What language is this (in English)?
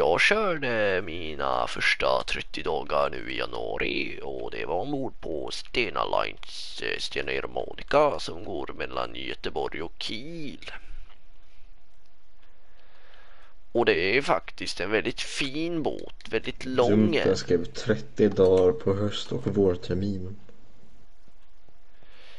Swedish